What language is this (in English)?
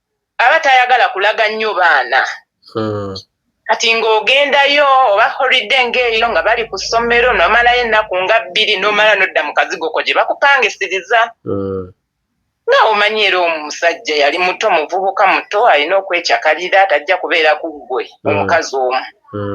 Ganda